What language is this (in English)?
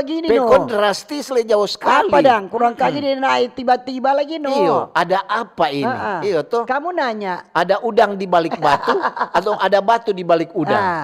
Manado Malay